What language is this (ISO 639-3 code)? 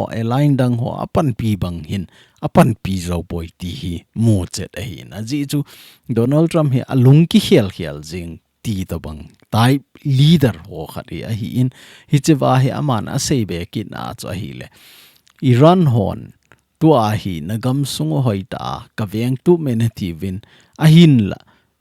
tcz